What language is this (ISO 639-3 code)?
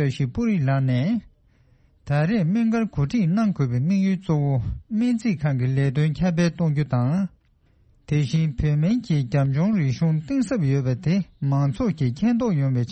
bod